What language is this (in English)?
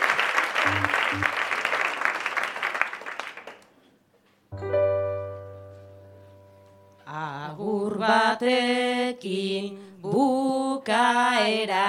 Basque